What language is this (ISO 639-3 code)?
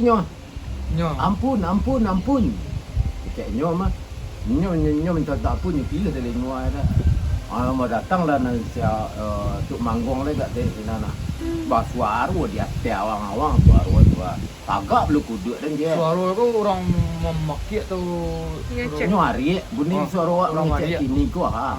min